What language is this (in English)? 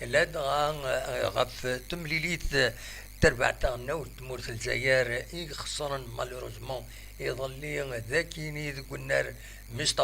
Kabyle